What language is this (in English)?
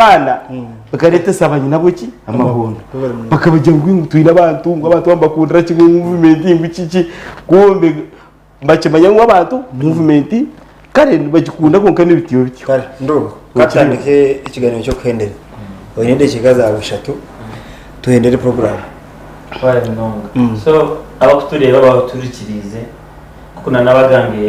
Nyankole